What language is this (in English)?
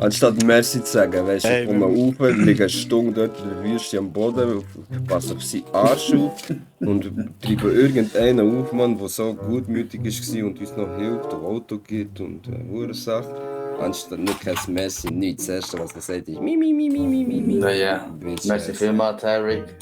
Swiss German